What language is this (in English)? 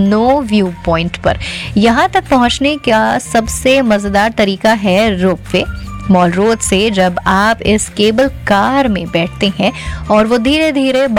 Hindi